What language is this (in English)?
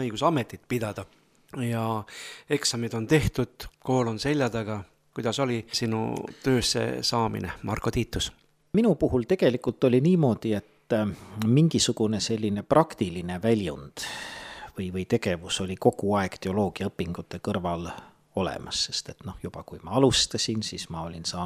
Estonian